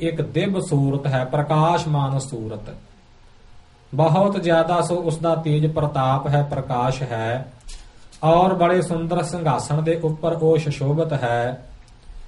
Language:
Punjabi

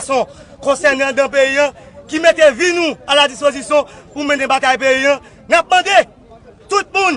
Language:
Haitian Creole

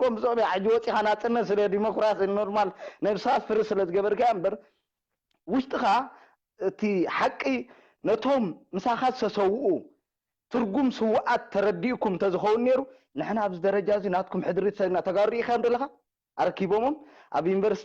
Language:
Tigrinya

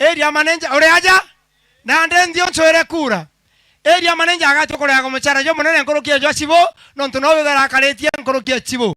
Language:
Meru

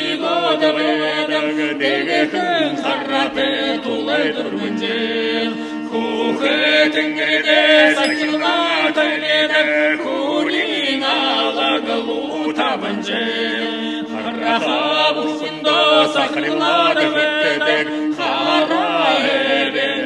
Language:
Buriat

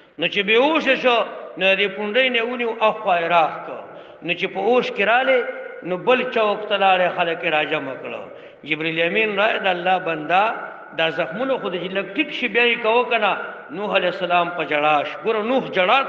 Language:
Pashto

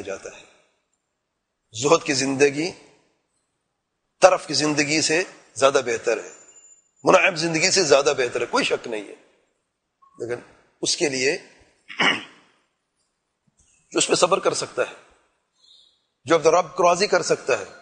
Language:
Urdu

